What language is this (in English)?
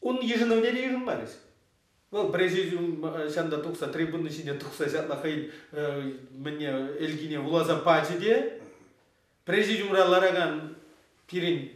Chuvash